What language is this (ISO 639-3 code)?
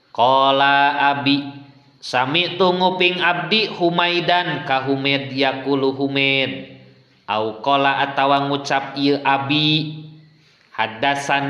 sun